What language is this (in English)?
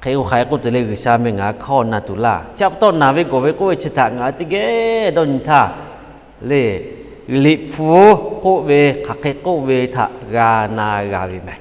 Lahu